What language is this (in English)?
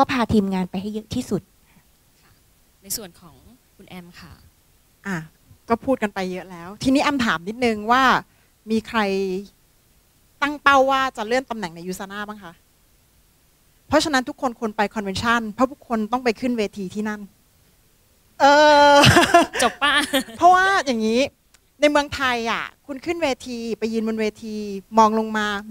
Thai